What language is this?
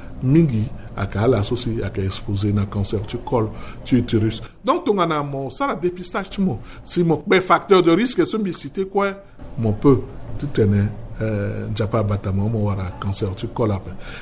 Sango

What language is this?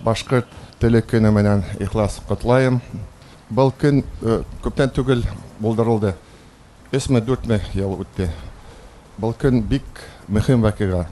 Bashkir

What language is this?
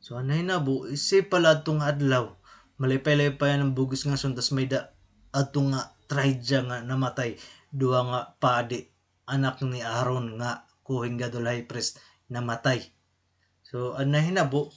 Waray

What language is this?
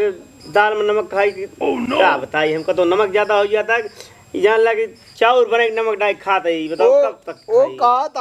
Awadhi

